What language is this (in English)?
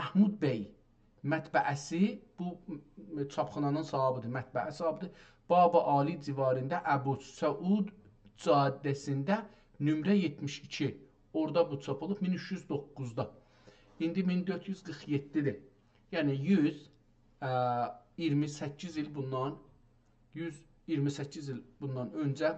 South Azerbaijani